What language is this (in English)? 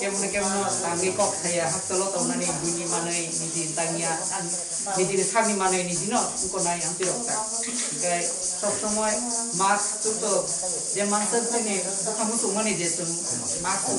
Kok Borok